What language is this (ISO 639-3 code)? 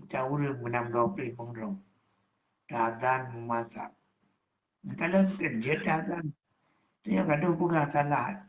ace